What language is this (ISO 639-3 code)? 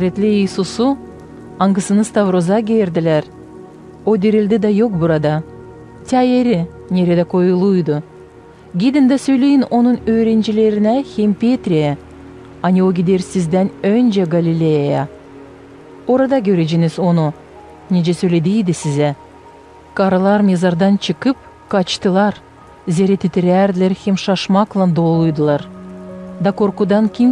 gag